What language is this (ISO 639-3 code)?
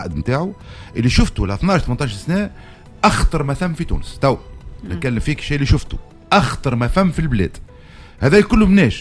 aeb